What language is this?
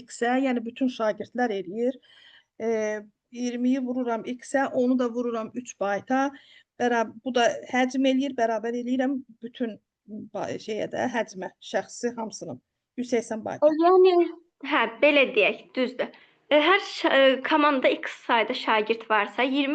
Azerbaijani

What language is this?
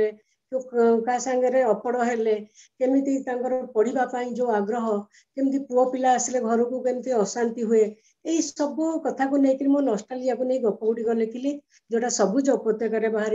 Odia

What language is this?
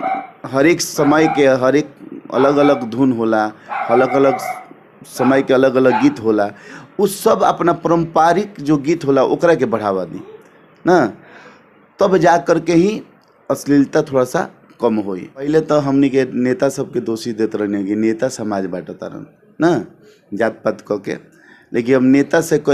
Bhojpuri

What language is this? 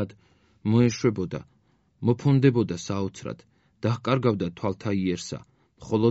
Georgian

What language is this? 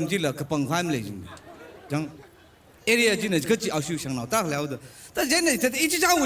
Tangkhul Naga (India)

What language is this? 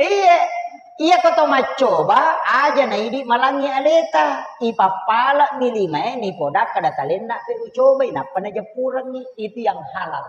Buginese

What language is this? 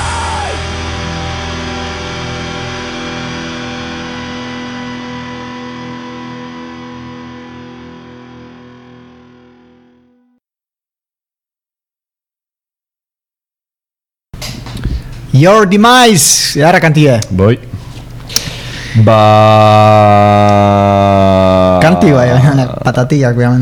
Basque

